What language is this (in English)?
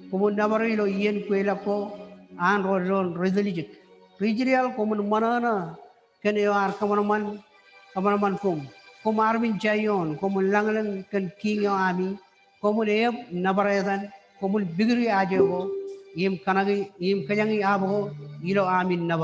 Marshallese